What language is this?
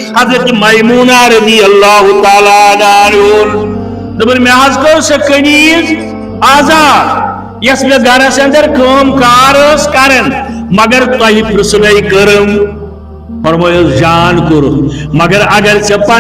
Kashmiri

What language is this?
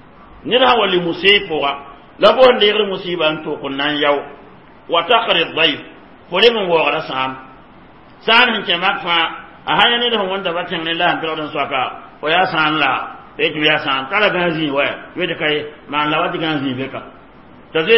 Mossi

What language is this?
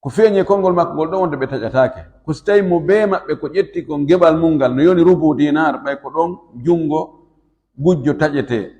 Fula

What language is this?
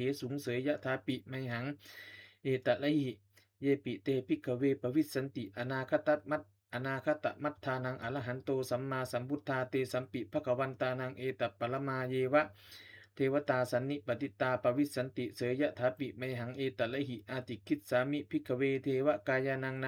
Pali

